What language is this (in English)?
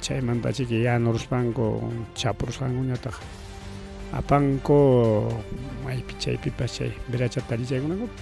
Ayacucho Quechua